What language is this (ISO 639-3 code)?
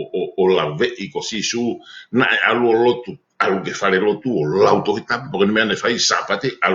ton